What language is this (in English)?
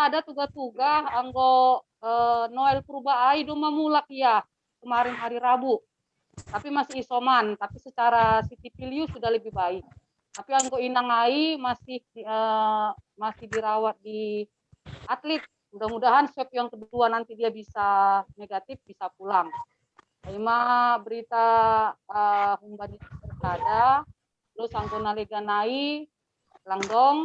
Batak Simalungun